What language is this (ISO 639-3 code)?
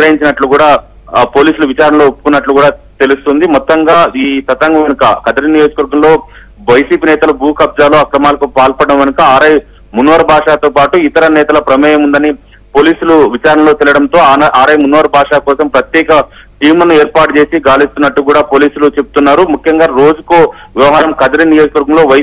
tel